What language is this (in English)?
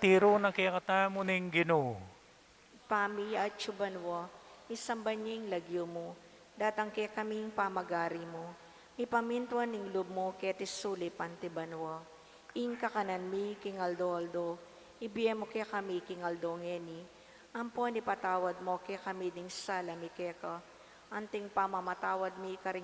Pampanga